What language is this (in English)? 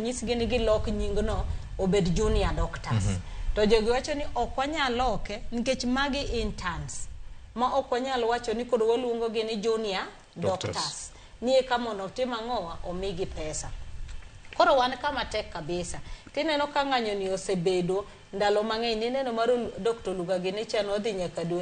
Luo (Kenya and Tanzania)